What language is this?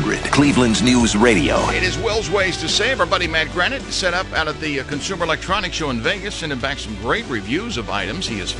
English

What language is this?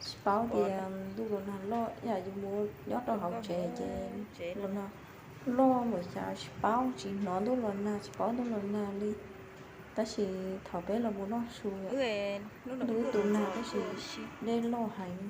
Hmong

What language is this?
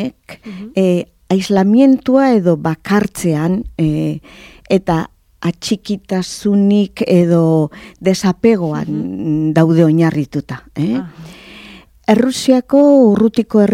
Basque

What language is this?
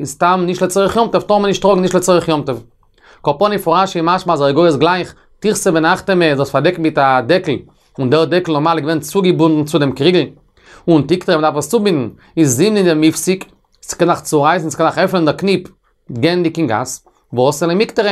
Yiddish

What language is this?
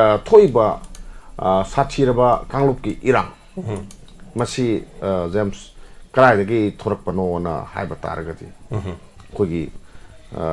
Manipuri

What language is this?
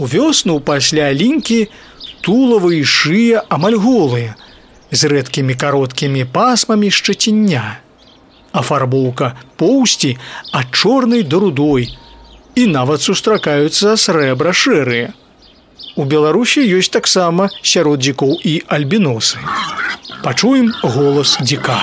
Belarusian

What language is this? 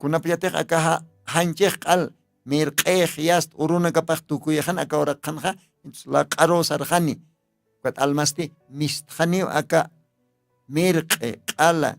Aymara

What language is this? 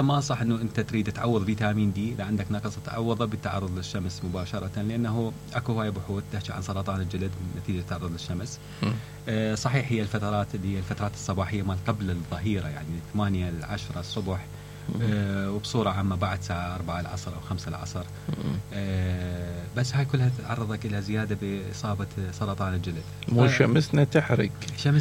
Mesopotamian Arabic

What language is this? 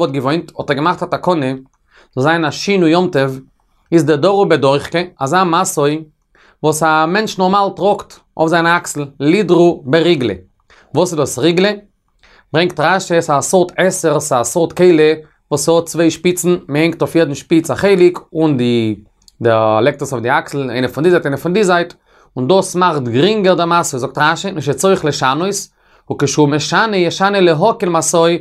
Yiddish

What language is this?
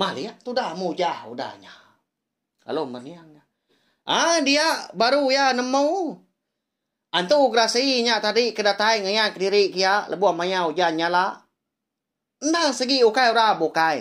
Iban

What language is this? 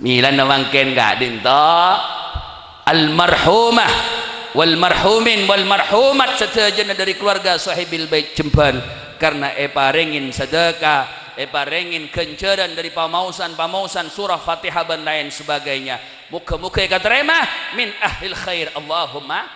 Madurese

